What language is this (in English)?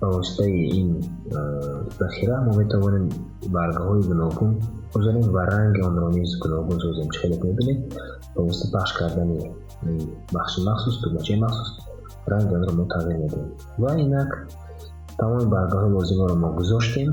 Tajik